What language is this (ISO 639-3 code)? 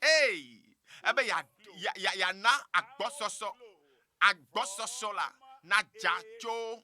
ewe